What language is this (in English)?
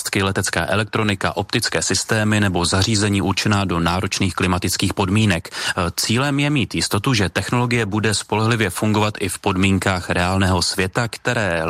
Czech